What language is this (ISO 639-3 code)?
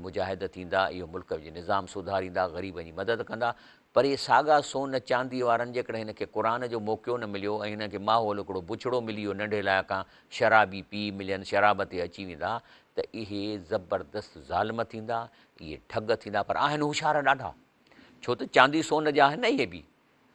snd